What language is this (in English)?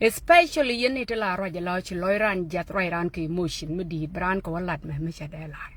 Nuer